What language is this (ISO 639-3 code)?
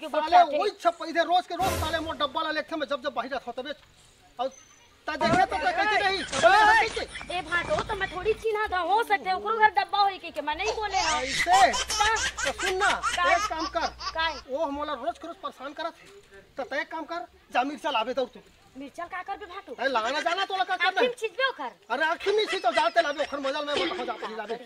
hne